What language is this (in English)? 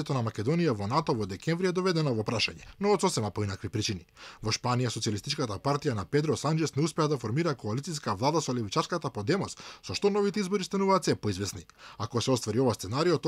Macedonian